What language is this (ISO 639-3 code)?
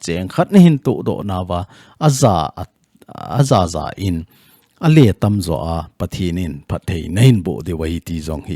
tcz